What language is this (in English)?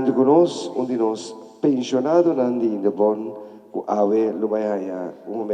Papiamento